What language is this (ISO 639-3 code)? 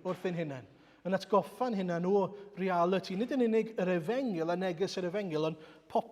cym